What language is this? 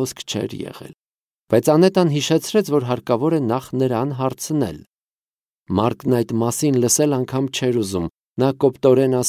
Armenian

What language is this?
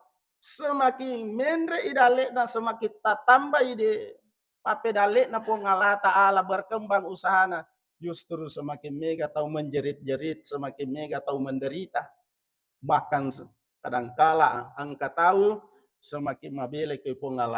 Buginese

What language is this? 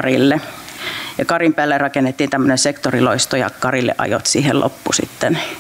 Finnish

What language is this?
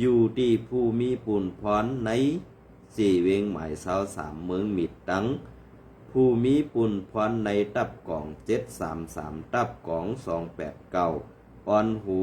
Shan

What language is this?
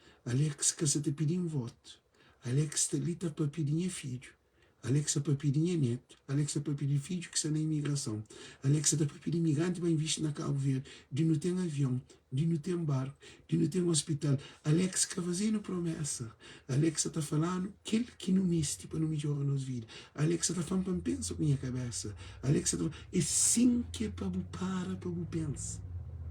Kabuverdianu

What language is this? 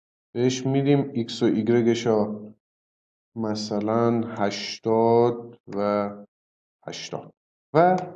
Persian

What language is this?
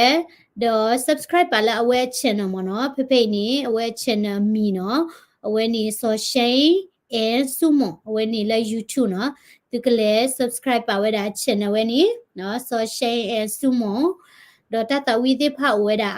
S'gaw Karen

